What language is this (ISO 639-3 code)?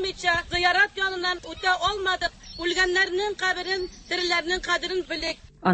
tat